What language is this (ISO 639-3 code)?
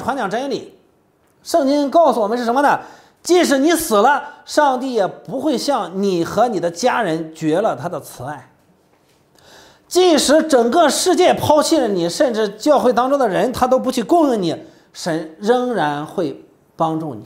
zho